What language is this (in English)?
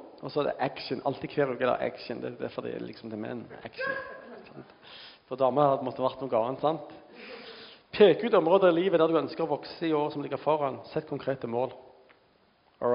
Norwegian